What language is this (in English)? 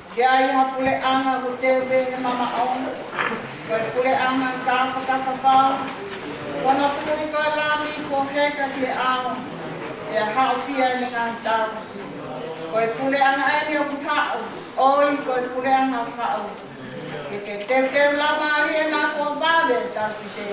Tongan